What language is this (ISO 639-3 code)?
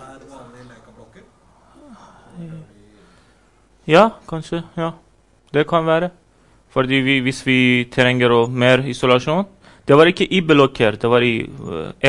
nor